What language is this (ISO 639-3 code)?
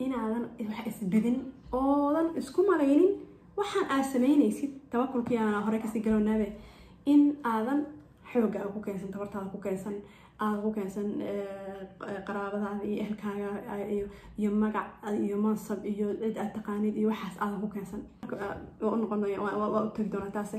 som